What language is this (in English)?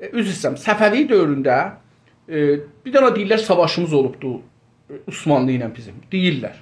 South Azerbaijani